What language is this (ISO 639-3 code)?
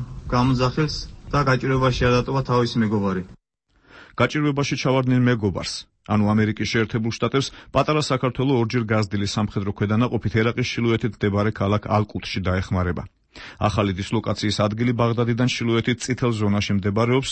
kat